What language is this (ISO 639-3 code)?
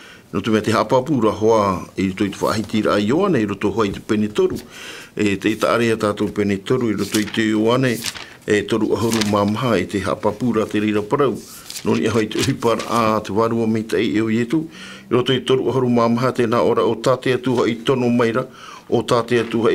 tah